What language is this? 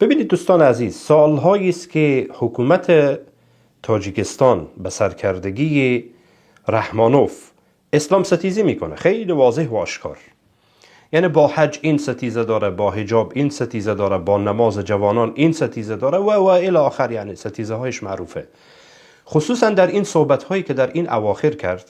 Tajik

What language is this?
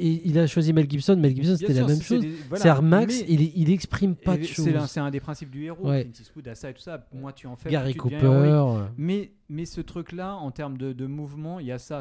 French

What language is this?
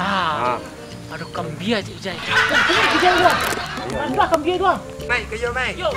Minangkabau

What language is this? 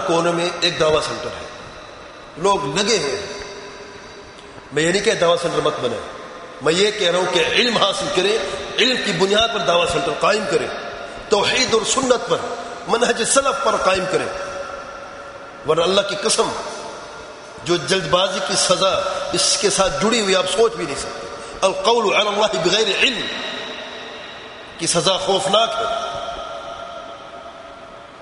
Urdu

